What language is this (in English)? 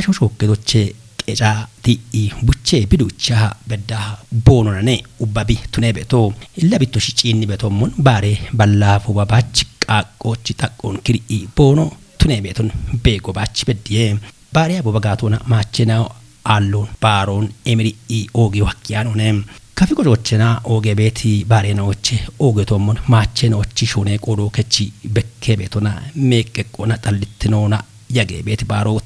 Kafa